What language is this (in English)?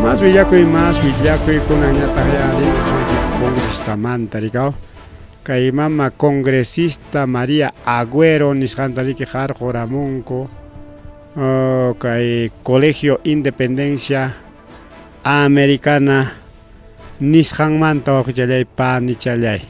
Ayacucho Quechua